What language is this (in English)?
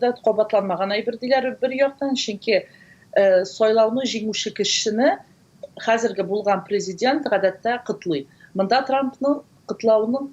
Tatar